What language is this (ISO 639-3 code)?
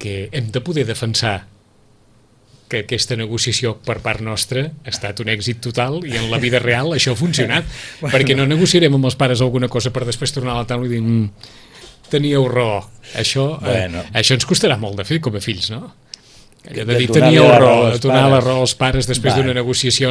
cat